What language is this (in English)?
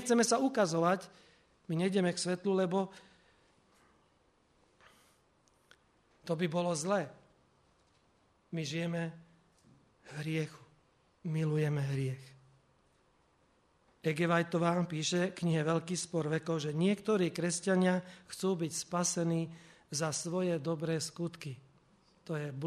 Slovak